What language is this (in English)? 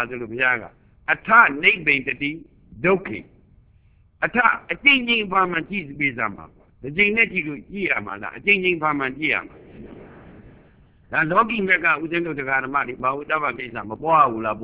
Burmese